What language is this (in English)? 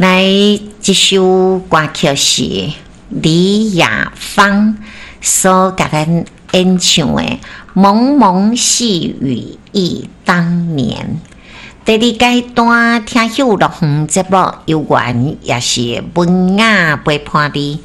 Min Nan Chinese